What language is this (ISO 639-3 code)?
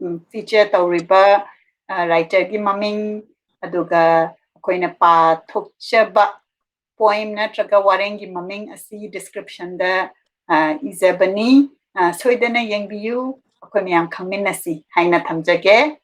mni